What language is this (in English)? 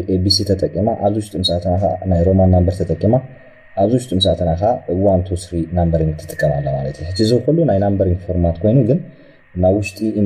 Tigrinya